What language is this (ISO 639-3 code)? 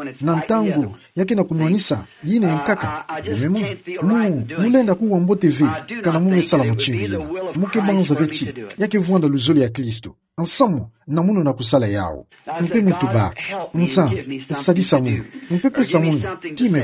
ktu